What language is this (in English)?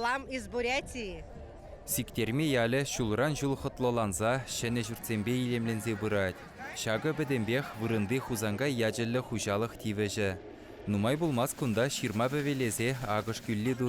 Chuvash